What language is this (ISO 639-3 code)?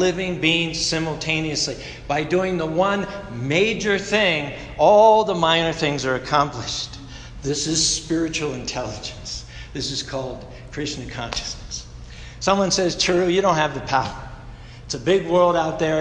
eng